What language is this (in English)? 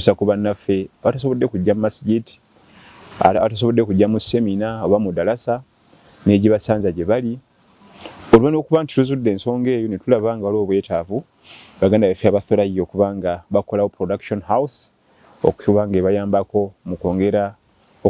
Ganda